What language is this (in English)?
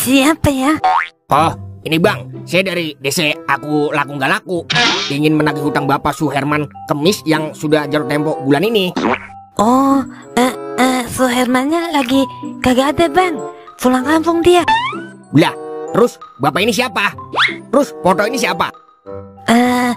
Betawi